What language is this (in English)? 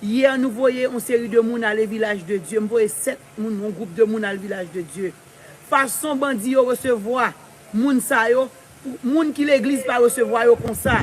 Haitian Creole